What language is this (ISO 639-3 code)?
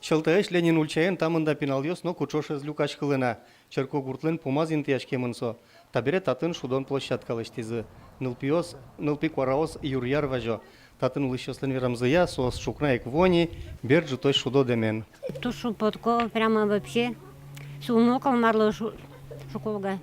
udm